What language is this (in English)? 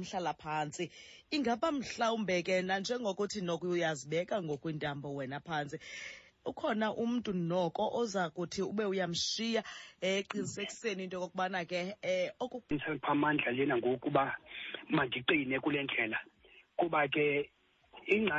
Xhosa